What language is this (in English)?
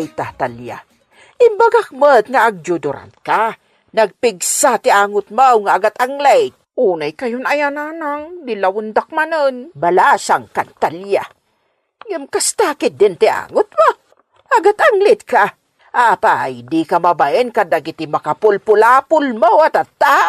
Iloko